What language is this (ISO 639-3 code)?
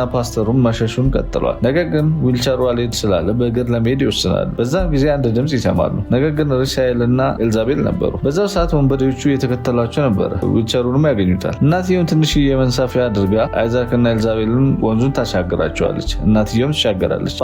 amh